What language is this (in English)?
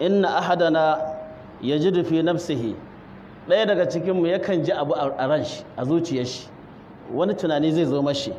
Hausa